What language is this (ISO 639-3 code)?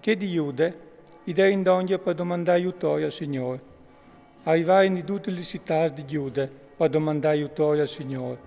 fur